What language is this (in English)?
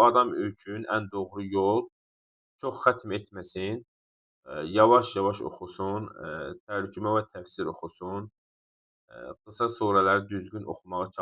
Azerbaijani